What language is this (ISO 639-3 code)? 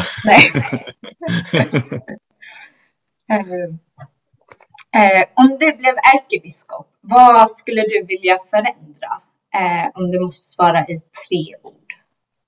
swe